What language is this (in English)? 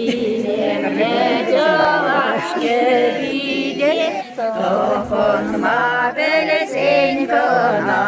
Chuvash